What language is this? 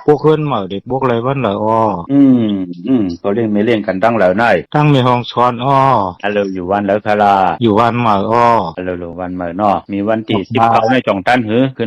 Shan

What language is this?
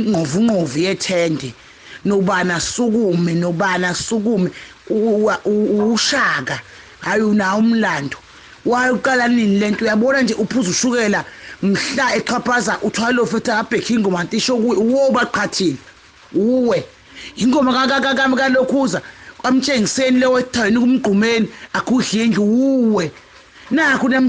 Zulu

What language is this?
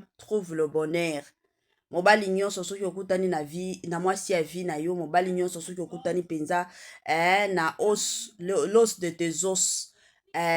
Lingala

